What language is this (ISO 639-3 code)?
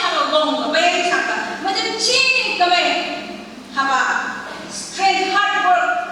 nph